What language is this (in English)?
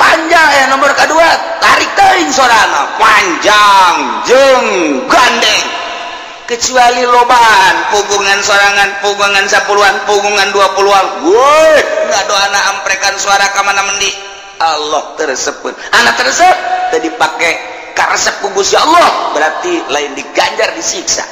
Sundanese